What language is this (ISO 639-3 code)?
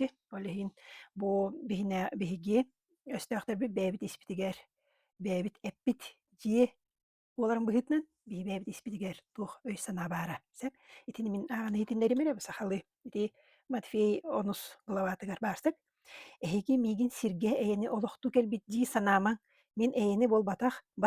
sah